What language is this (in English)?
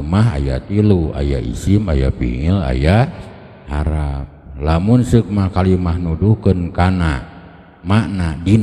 Sundanese